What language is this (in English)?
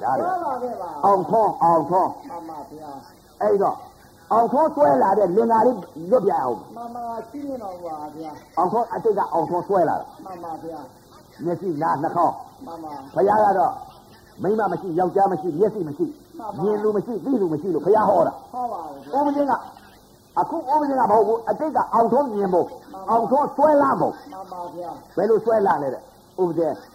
Burmese